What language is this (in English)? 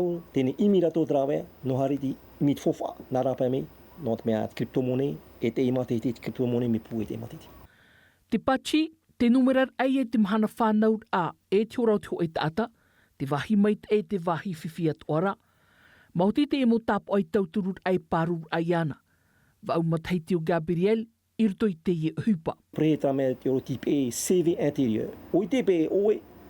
Tahitian